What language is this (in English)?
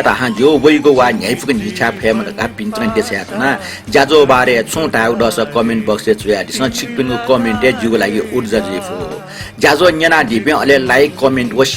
Newari